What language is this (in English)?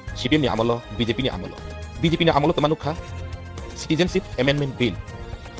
Riang (India)